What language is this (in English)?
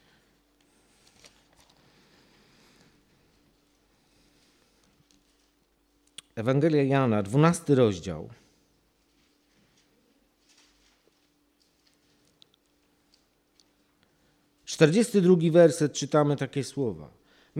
Polish